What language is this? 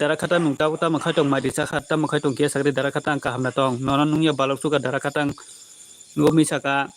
Kok Borok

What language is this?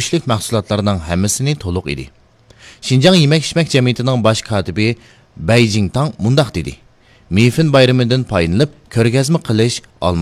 Uyghur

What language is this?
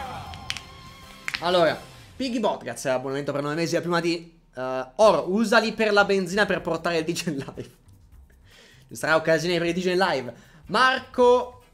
Italian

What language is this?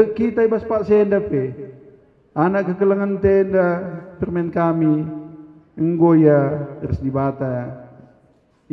Batak Karo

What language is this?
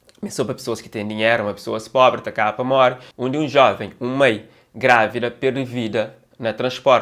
Kabuverdianu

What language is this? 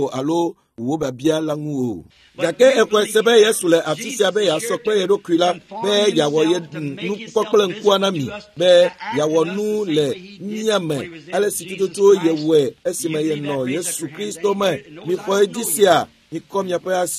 Ewe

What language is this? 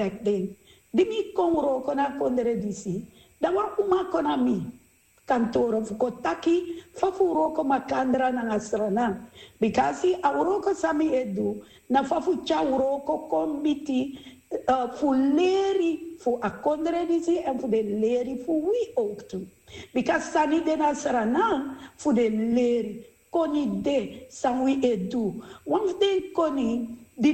Sranan Tongo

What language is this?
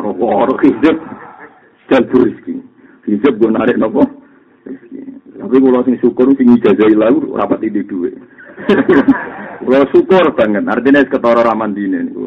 Javanese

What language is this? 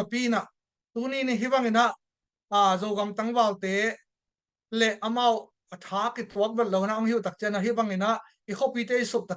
Tedim Chin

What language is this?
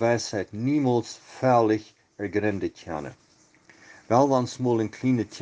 Plautdietsch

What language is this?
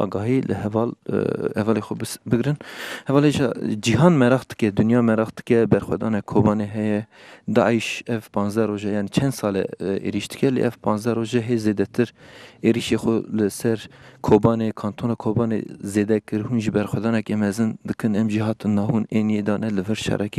Zaza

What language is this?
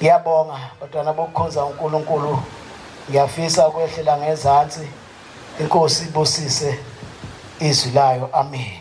Zulu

